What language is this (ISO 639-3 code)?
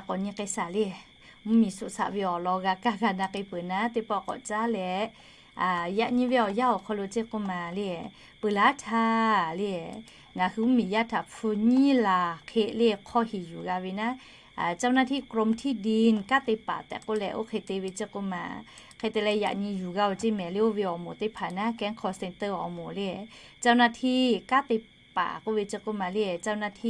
lhu